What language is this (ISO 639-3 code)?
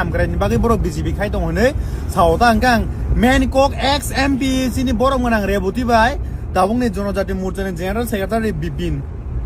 trp